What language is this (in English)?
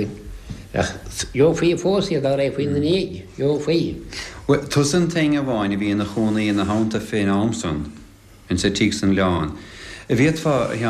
Irish